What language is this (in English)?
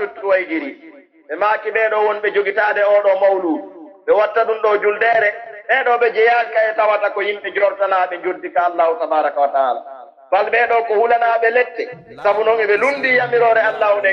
Pular